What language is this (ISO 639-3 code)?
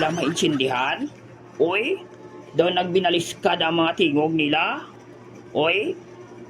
hil